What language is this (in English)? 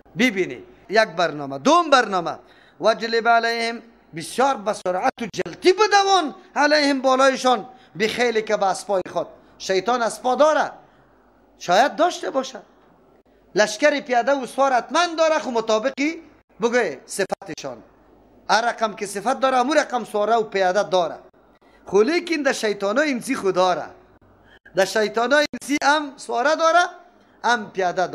Persian